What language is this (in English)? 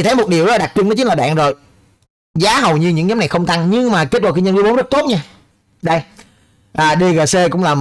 Vietnamese